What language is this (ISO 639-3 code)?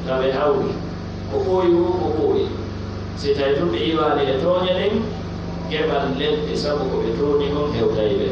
fuf